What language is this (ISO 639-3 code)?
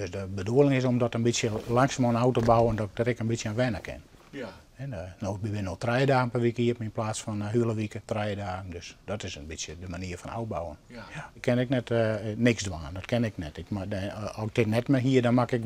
fry